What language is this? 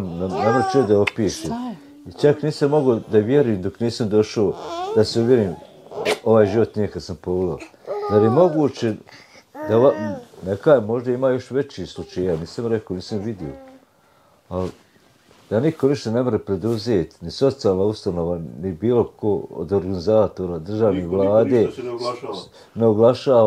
Bosnian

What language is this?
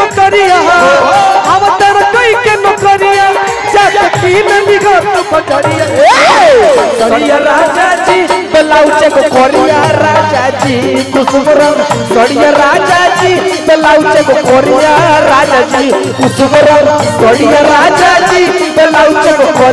Bhojpuri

